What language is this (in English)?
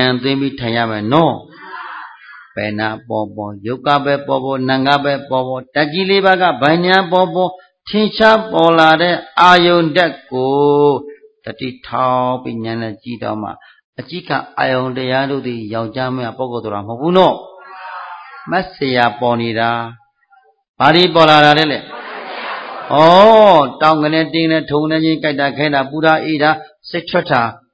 Burmese